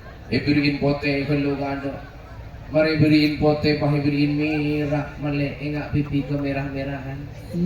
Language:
Madurese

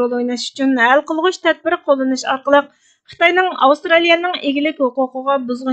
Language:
Uyghur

